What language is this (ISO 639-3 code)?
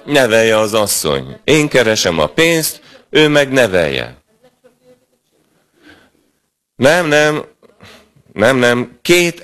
hun